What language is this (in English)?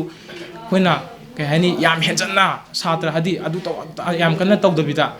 Manipuri